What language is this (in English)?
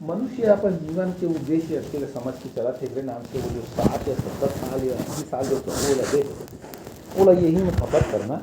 Chhattisgarhi